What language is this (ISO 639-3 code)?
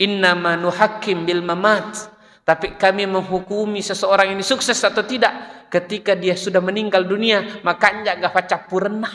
bug